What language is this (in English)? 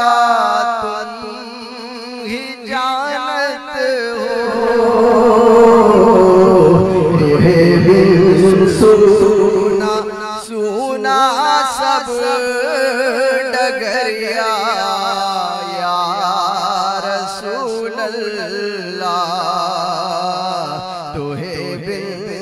Hindi